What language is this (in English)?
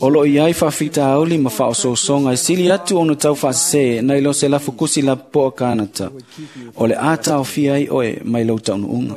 Samoan